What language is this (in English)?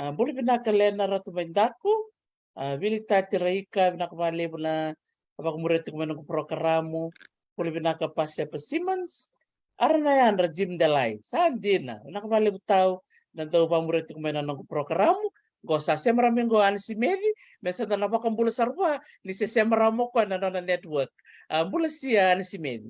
Fijian